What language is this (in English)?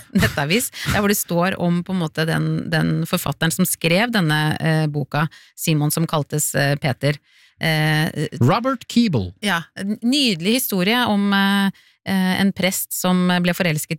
Norwegian